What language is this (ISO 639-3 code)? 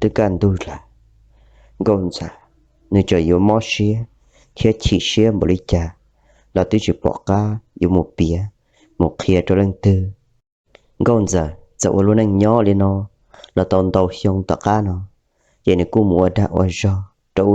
hmn